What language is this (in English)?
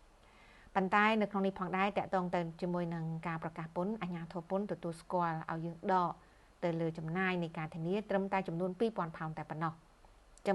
Khmer